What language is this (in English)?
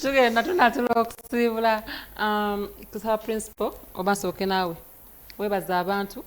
Ganda